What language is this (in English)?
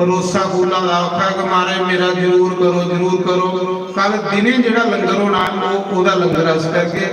Dogri